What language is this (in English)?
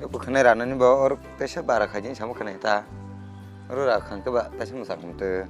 Kok Borok